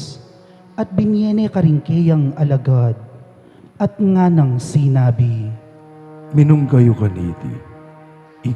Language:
Pampanga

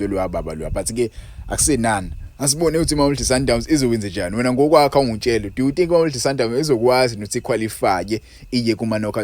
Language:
Zulu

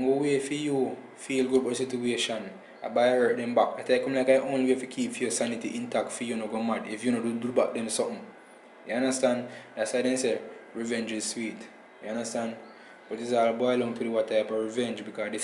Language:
Jamaican Creole English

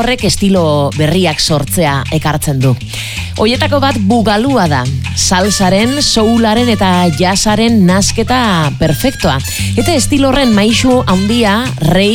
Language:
Basque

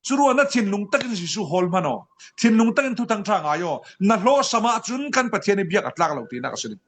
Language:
Falam Chin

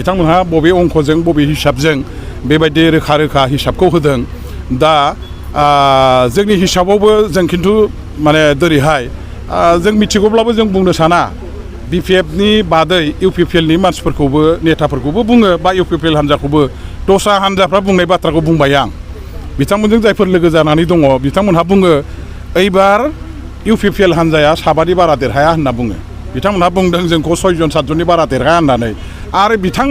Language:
Bodo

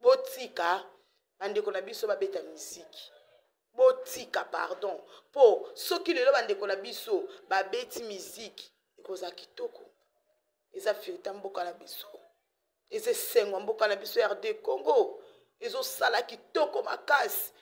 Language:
Lingala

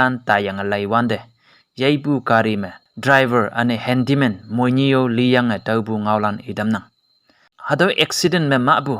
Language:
Konyak Naga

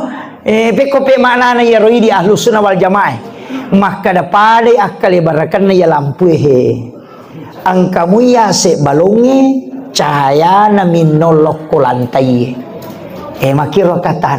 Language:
Buginese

